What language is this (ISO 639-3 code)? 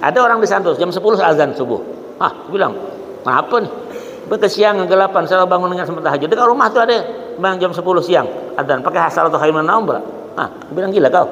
bjn